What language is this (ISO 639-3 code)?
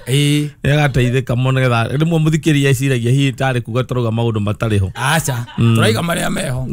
kik